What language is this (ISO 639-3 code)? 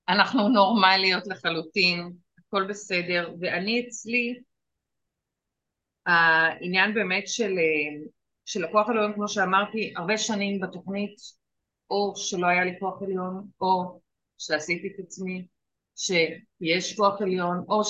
heb